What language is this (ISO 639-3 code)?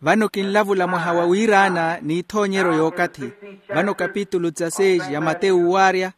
vmw